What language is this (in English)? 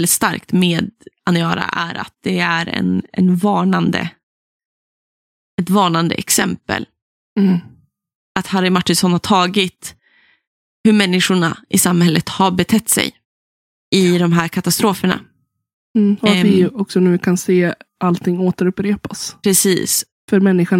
Swedish